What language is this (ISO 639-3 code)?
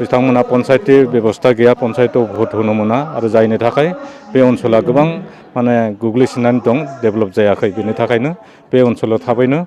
brx